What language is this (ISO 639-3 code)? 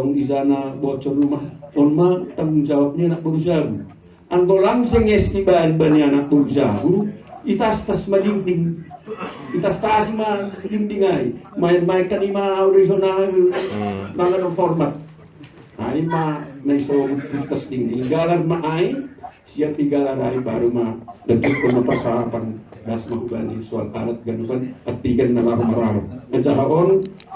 bts